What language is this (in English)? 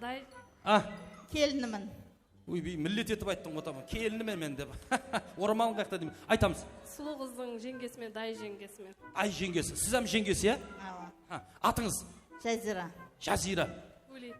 Kara-Kalpak